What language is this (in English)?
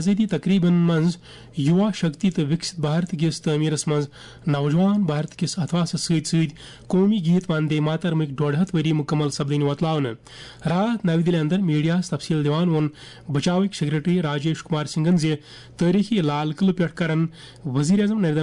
Kashmiri